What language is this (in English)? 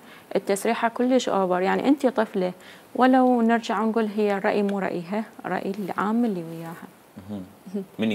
Mesopotamian Arabic